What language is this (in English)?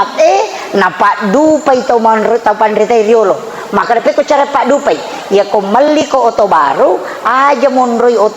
Buginese